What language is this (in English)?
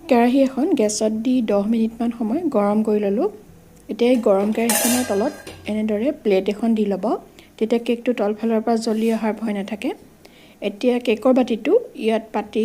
Assamese